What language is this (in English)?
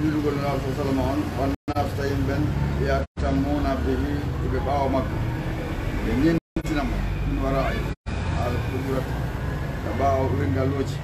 Fula